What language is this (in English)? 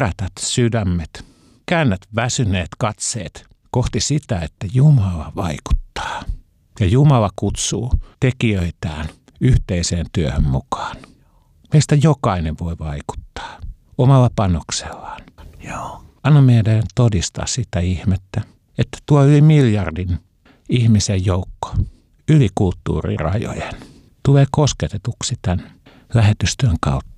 Finnish